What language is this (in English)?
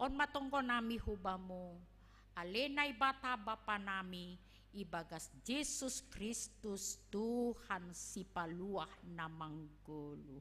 Batak Simalungun